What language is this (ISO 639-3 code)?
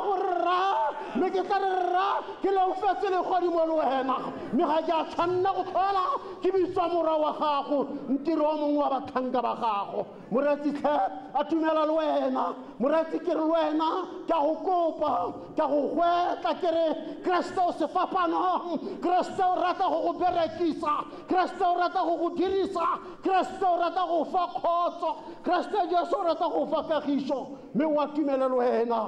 tsn